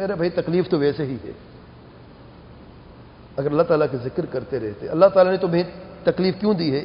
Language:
Urdu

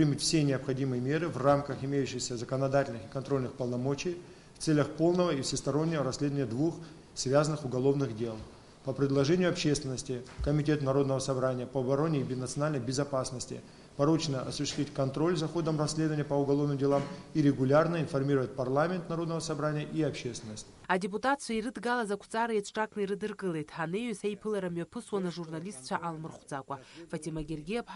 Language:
Abkhazian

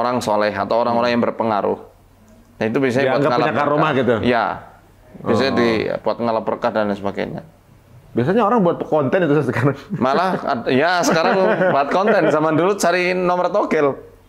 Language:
Indonesian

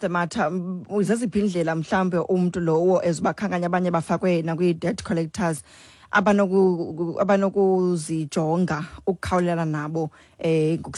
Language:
Xhosa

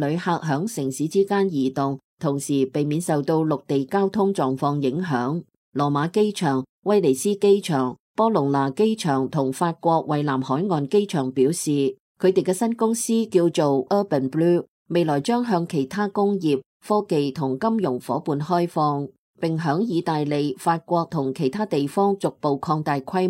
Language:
Cantonese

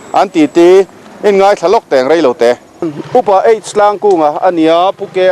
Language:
Mizo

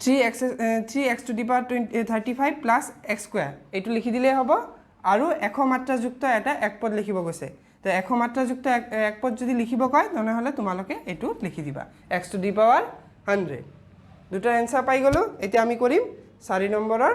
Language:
Assamese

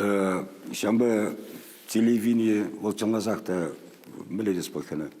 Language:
Chuvash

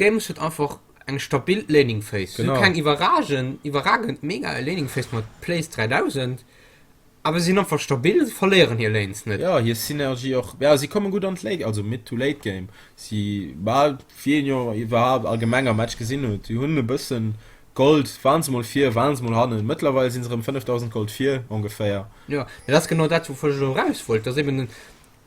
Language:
Luxembourgish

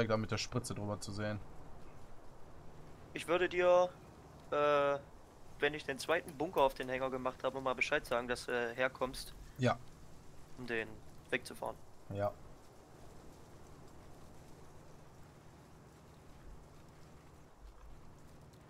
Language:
German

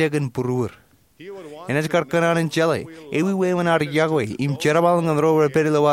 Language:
Marshallese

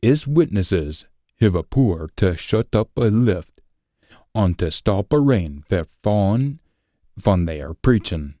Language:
Scots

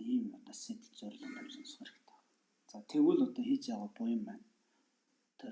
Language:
Mongolian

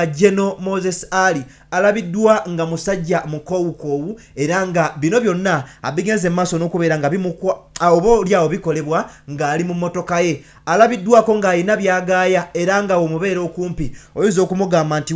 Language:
Ganda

